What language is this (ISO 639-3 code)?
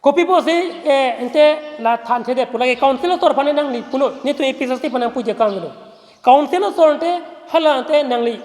mjw